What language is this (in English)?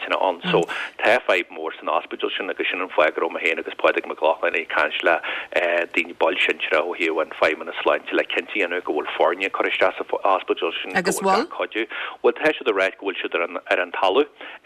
Irish